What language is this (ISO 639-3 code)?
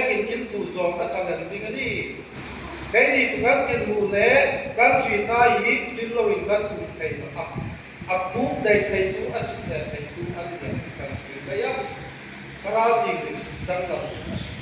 hmr